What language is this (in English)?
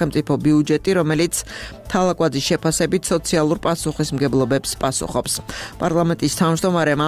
Georgian